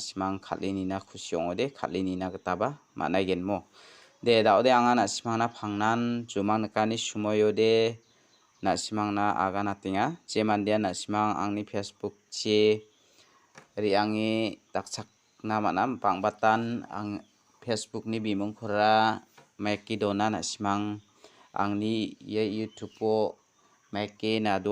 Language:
Garo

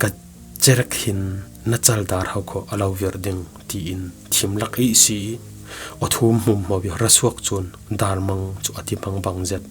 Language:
Falam Chin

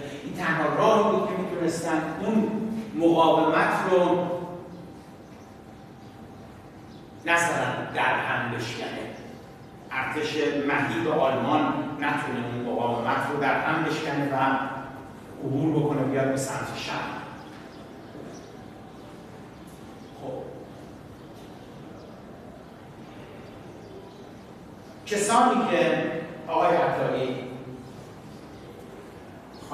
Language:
Persian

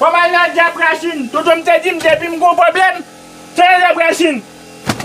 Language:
Haitian Creole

